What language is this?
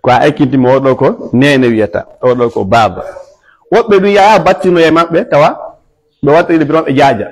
Fula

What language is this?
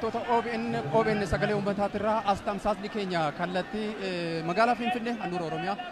Oromo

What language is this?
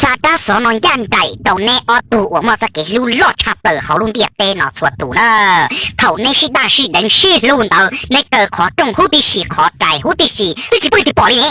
Hmong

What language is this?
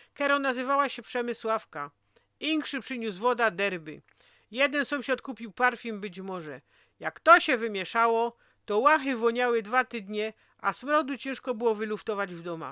Silesian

